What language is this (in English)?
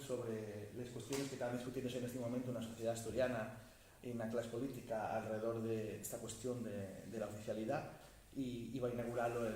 Asturian